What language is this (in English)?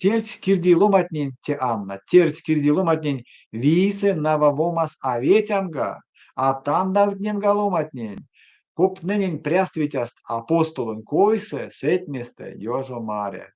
Erzya